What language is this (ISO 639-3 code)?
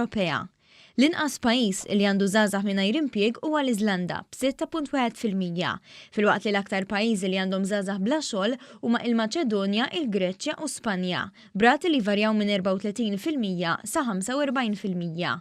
mlt